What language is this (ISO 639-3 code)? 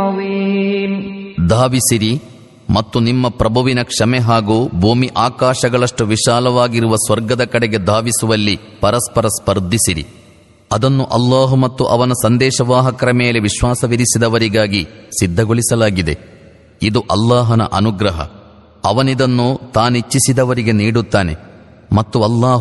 kan